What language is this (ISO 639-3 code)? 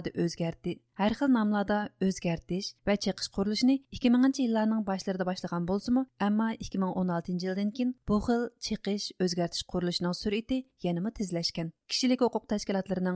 uig